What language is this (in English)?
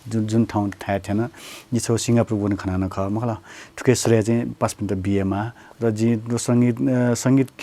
Newari